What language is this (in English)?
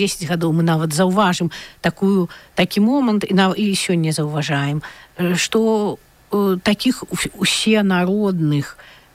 Belarusian